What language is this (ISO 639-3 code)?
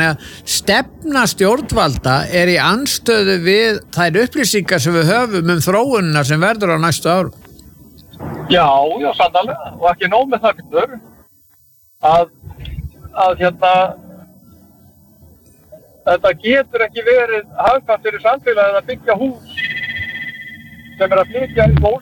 isl